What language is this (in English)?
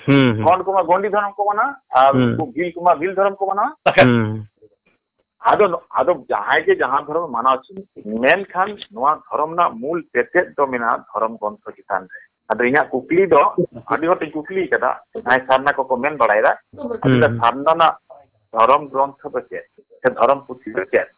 Santali